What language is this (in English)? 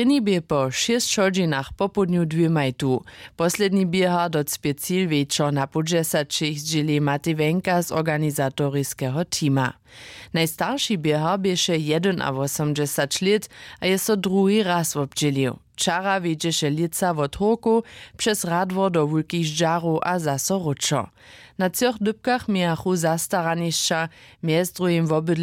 Upper Sorbian